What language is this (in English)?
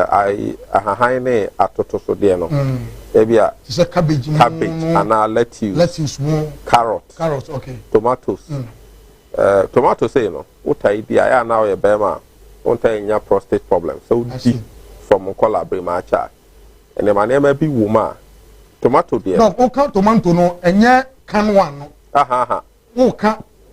Akan